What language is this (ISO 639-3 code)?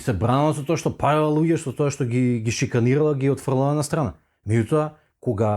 mkd